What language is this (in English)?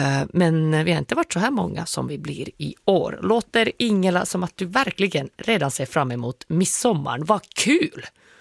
Swedish